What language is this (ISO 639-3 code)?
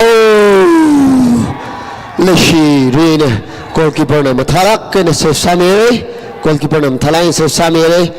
nmf